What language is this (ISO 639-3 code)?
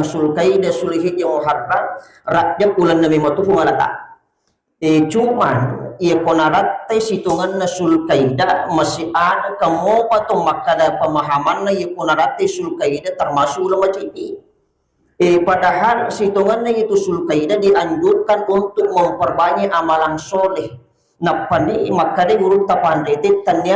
bug